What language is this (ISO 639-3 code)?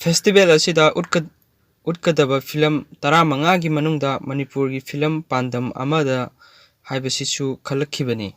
mni